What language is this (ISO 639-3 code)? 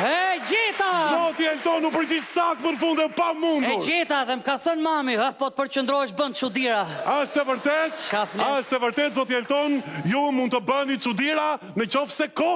sqi